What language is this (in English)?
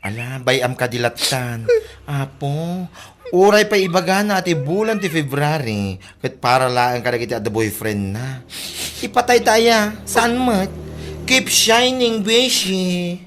Iloko